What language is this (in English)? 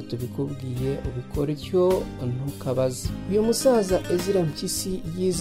Kinyarwanda